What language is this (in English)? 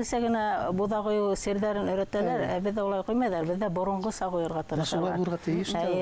Bashkir